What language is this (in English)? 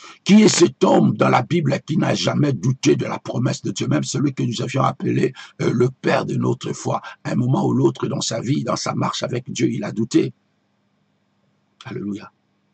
French